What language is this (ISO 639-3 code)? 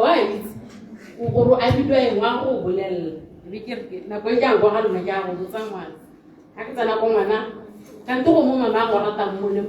tsn